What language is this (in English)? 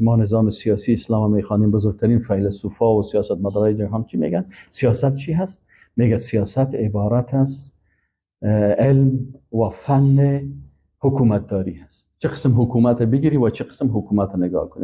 Persian